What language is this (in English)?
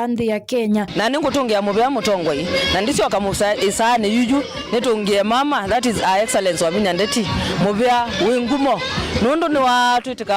Kamba